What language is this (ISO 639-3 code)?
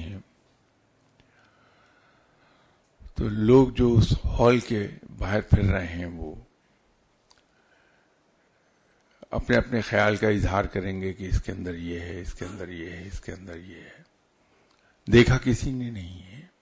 urd